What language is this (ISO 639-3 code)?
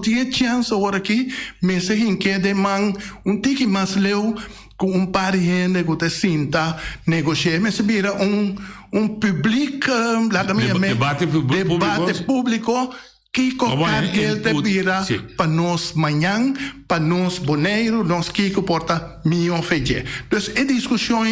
pap